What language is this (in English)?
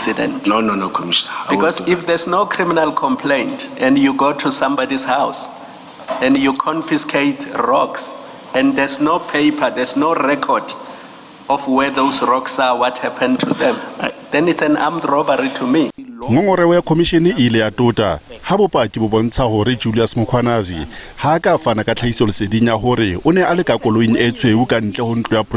Southern Sotho